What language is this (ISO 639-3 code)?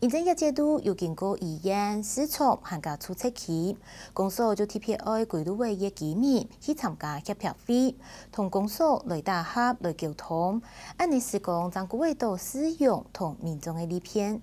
hak